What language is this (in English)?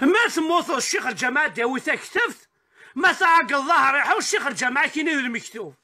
Kabyle